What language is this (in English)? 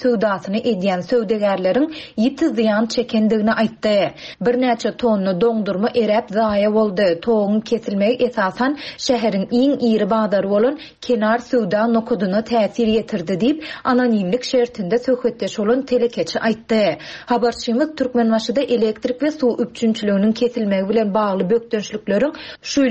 Turkmen